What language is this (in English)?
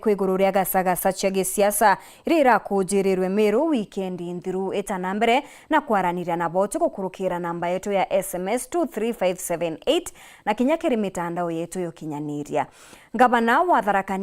Meru